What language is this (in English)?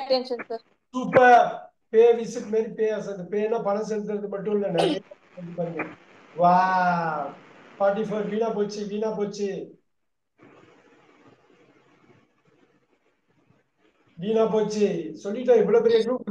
Tamil